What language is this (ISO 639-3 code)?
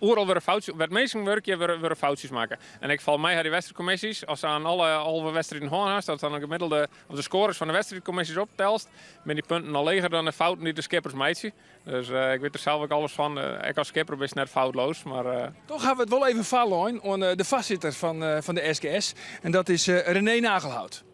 fry